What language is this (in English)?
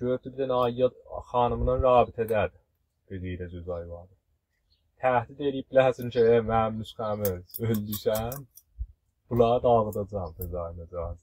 South Azerbaijani